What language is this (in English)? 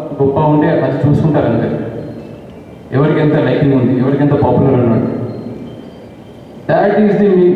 Telugu